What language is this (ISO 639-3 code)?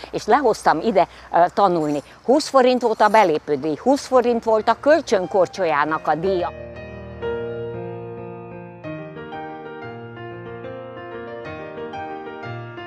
hun